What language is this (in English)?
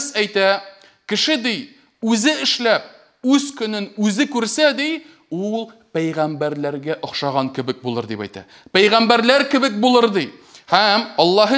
Tatar